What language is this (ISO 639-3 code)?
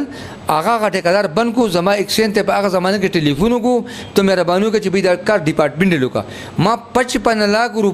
pus